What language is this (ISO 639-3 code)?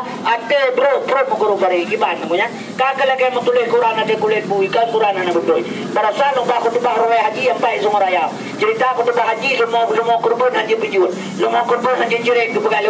ace